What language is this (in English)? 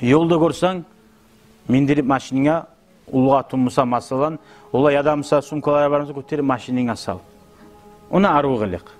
Kumyk